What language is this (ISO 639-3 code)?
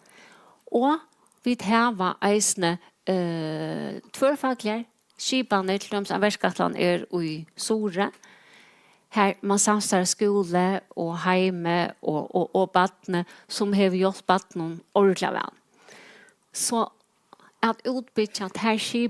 fao